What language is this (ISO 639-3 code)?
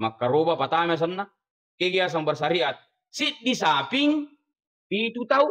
bug